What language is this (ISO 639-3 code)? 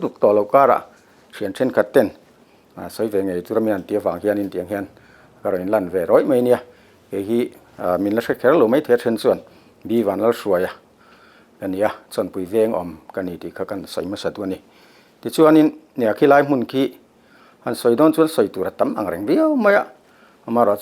lus